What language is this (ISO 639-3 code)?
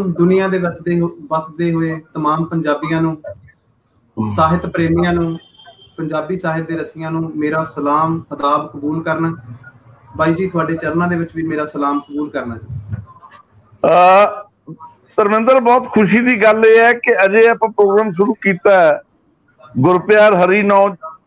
pan